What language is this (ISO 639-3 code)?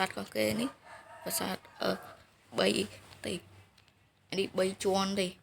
khm